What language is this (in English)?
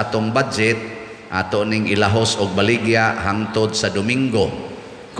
Cebuano